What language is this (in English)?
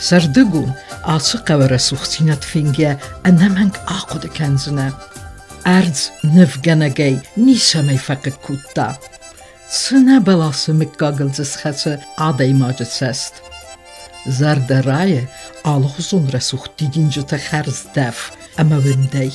Ossetic